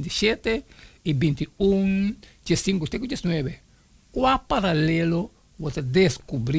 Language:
Papiamento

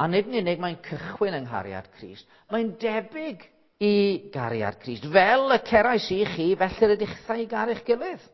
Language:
Welsh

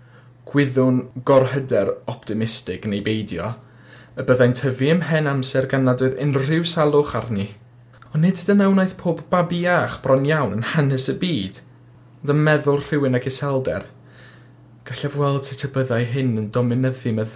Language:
Welsh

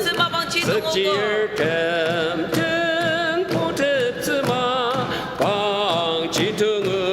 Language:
Ao Naga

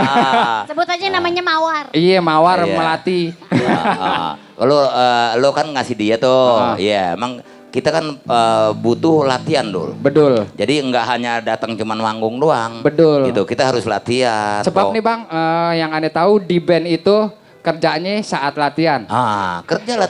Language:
Betawi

